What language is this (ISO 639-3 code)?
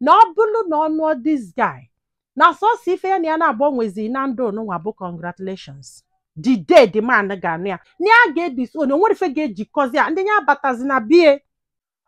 ibo